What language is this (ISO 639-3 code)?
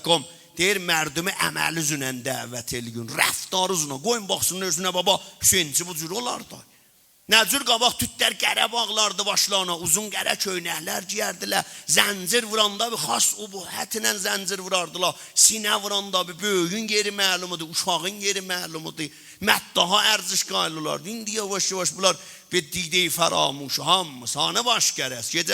azb